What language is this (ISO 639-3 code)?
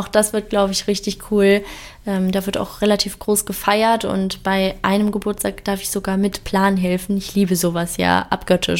deu